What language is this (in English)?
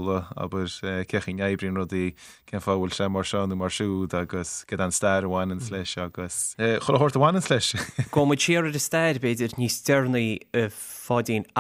Irish